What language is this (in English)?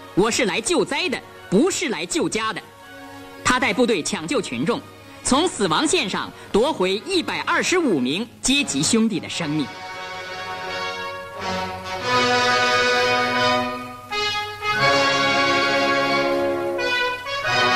Chinese